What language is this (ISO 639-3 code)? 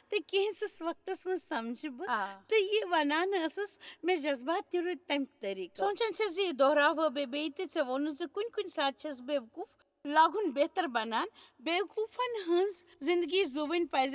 kas